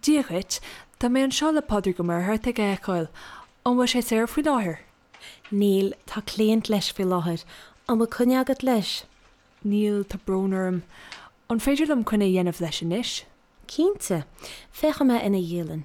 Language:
Irish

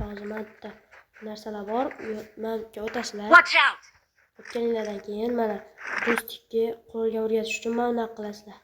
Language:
Uzbek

